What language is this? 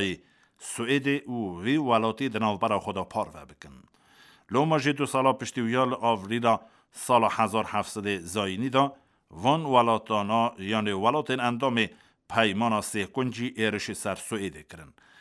Kurdish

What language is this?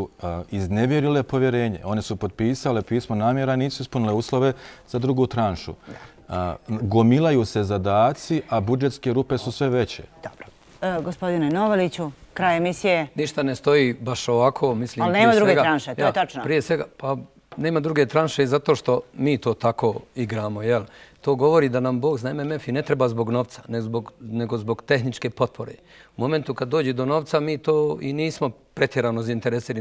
Bosnian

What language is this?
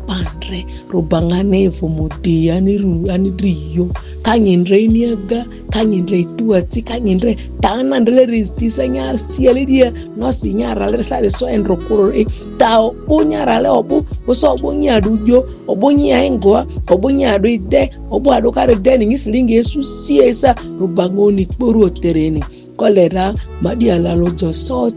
Ma'di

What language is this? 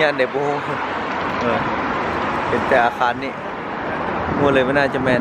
Lao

